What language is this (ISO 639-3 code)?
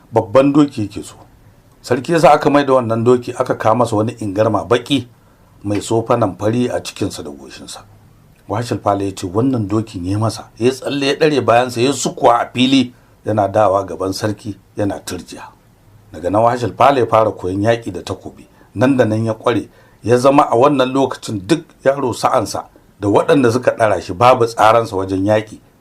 hau